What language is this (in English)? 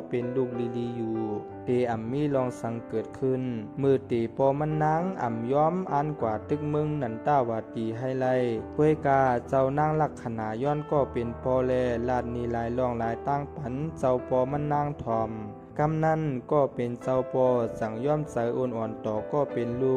Shan